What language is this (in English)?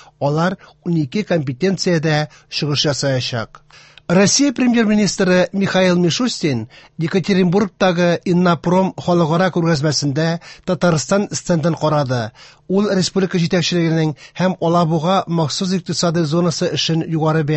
Tatar